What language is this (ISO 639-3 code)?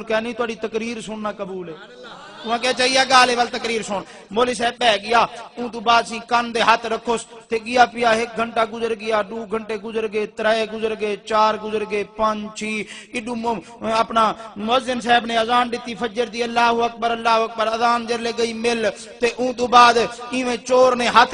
skr